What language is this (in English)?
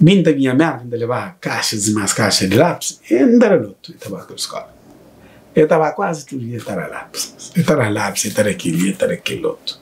Kabuverdianu